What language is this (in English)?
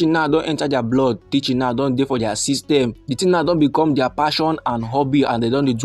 Nigerian Pidgin